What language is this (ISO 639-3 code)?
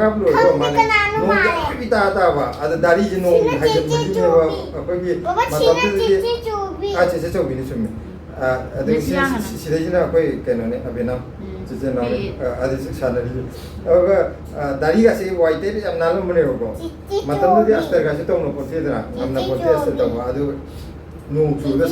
mni